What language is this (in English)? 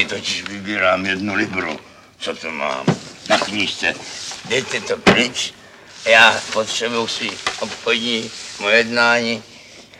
Czech